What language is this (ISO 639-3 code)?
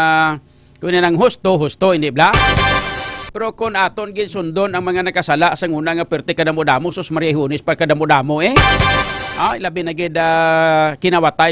hil